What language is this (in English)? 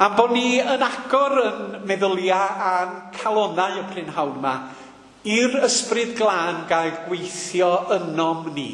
Welsh